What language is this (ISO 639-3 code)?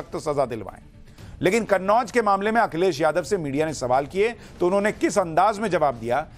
hin